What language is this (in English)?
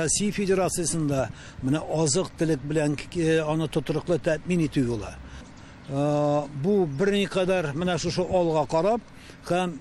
Tatar